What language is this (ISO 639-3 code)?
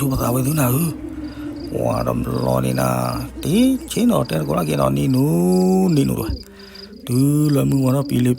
ksw